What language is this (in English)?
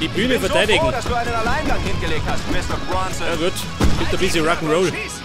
Bavarian